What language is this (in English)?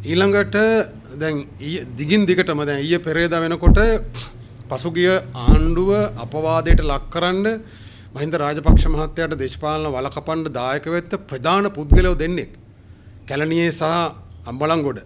Sinhala